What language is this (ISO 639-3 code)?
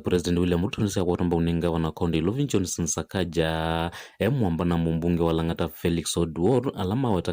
kam